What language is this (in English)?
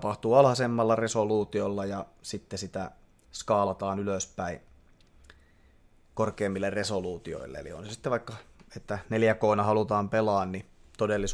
Finnish